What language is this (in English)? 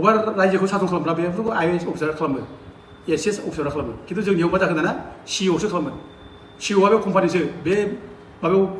Bodo